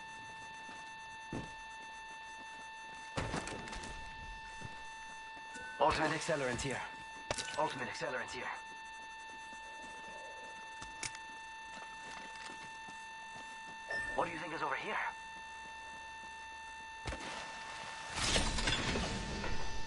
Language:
English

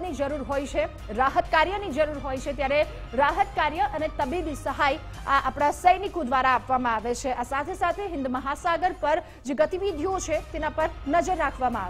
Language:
Gujarati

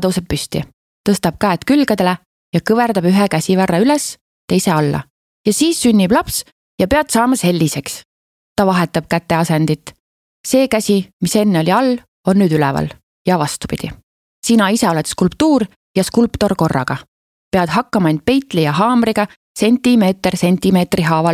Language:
Estonian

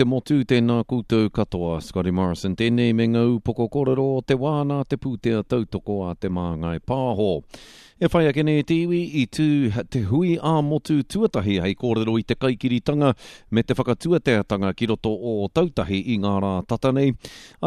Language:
Māori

